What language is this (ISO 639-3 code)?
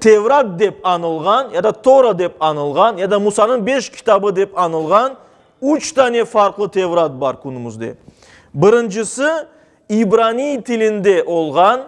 crh